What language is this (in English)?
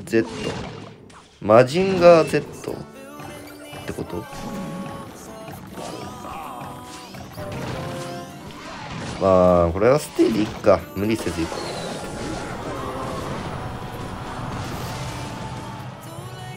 Japanese